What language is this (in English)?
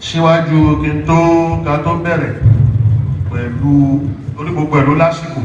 Yoruba